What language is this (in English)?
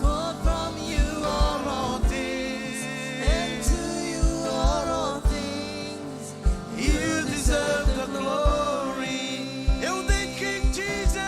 Marshallese